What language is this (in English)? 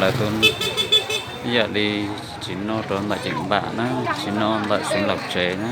Hmong